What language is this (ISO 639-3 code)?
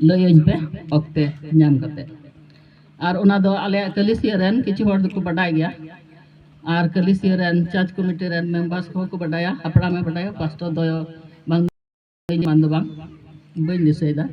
sat